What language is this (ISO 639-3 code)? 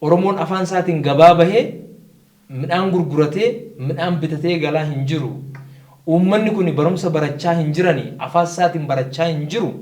orm